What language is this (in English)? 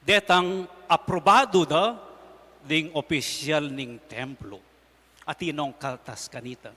Pampanga